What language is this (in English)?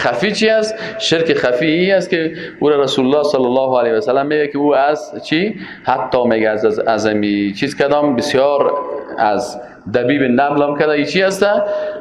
Persian